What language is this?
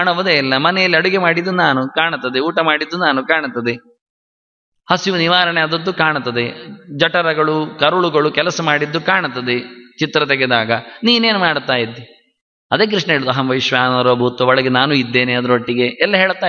Kannada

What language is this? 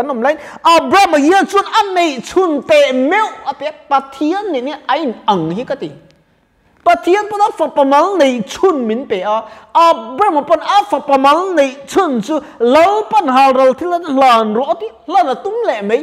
Mizo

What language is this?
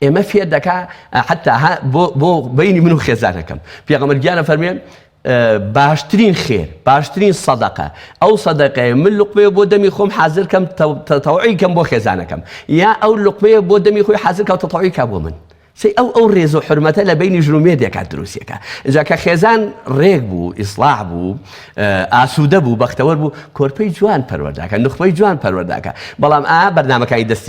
Central Kurdish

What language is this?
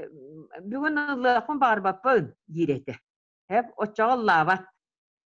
Yakut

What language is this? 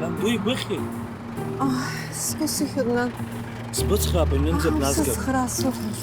Abkhazian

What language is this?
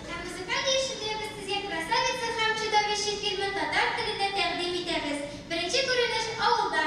Tatar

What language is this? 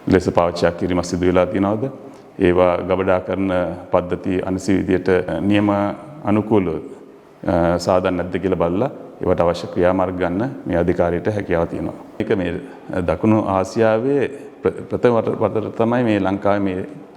Sinhala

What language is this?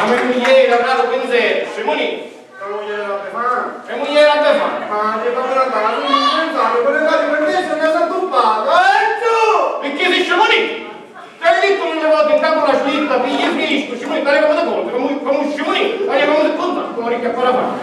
Sicilian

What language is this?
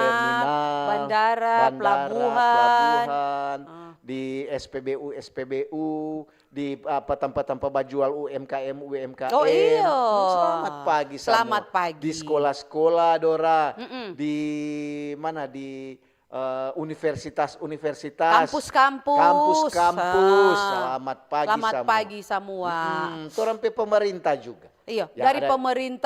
Manado Malay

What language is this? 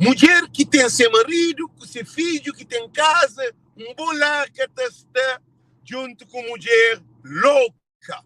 Kabuverdianu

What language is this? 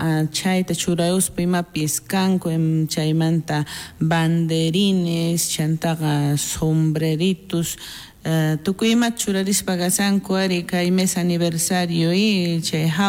South Bolivian Quechua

